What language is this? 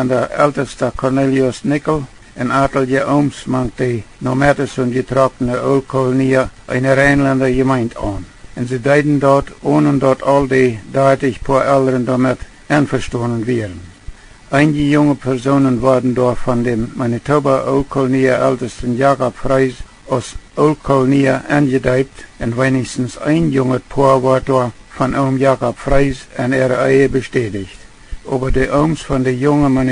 Plautdietsch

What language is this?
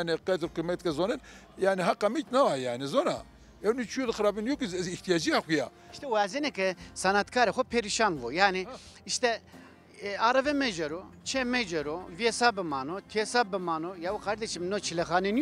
Zaza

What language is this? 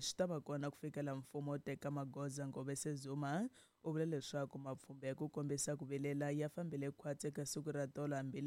Tsonga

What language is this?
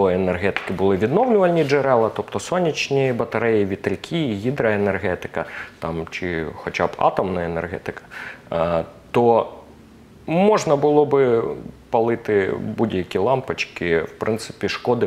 Ukrainian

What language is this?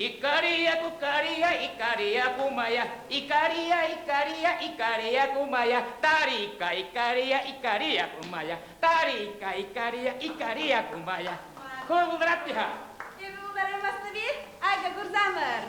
Chuvash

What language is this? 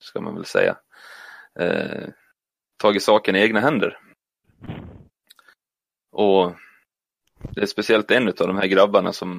Swedish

